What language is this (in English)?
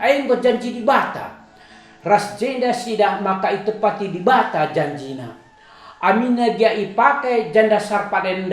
Batak Karo